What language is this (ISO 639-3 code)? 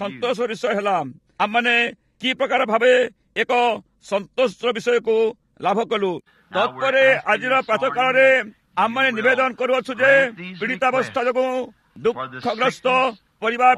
ori